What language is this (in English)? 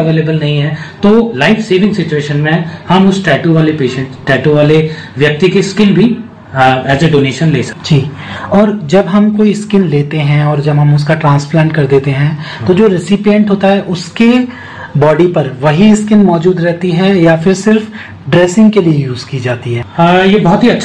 Hindi